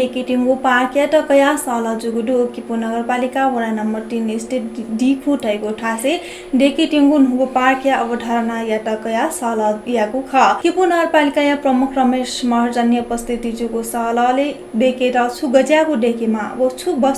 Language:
Newari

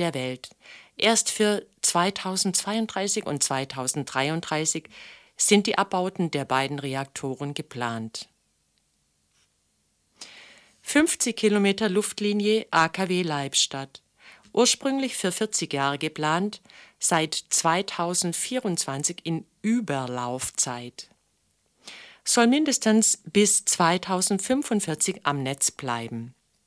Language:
German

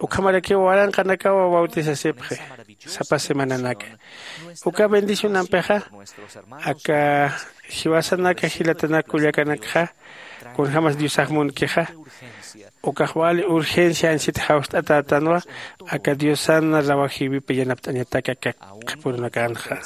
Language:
Aymara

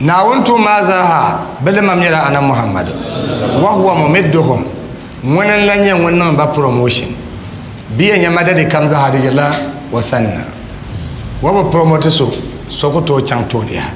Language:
Dagbani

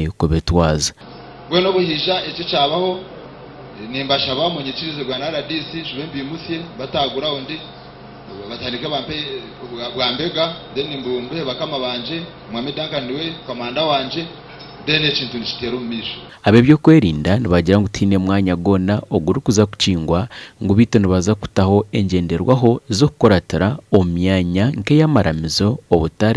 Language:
Nyankole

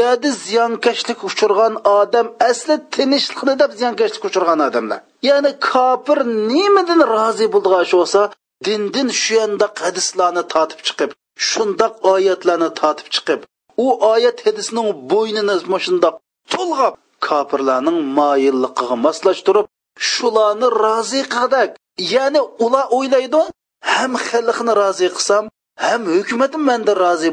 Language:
Uyghur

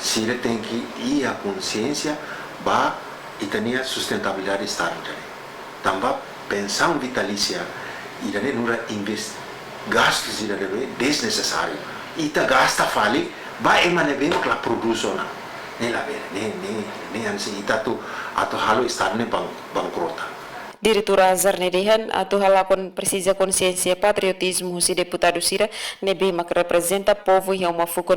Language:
Tetum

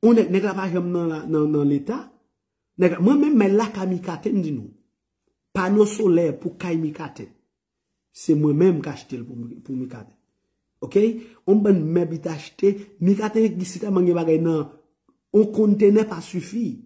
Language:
Haitian Creole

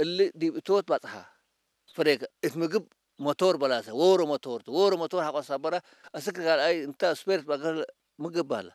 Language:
Tigrinya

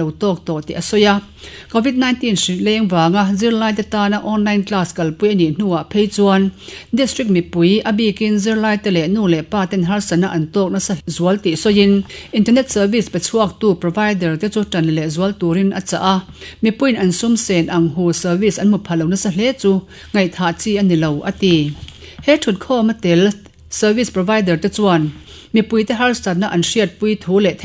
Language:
Mizo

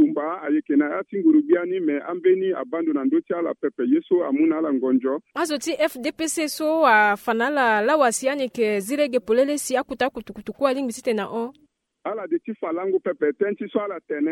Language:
Sango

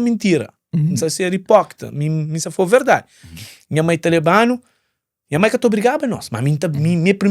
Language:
Kabuverdianu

